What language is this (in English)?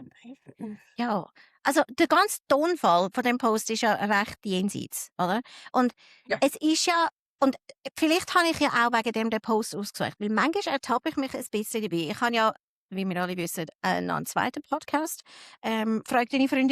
Swiss German